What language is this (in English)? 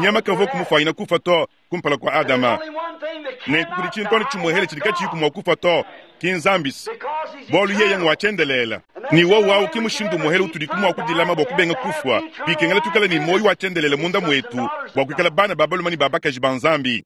Luba-Lulua